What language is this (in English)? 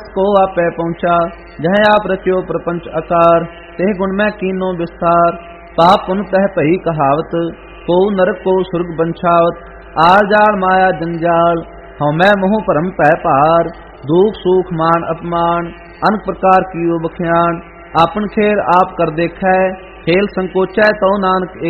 Punjabi